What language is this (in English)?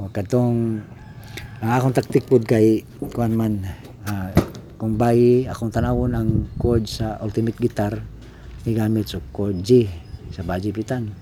Cebuano